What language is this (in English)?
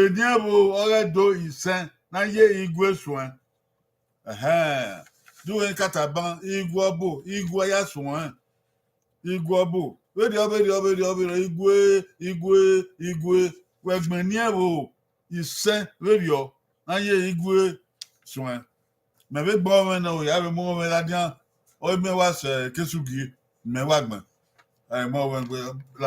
Bini